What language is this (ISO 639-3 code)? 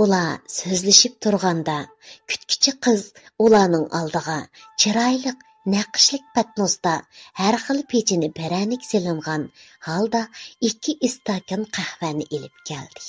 uig